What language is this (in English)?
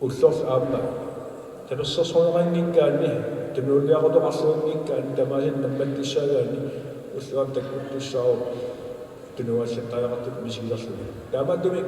Kalaallisut